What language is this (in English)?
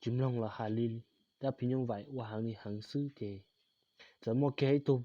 Hmong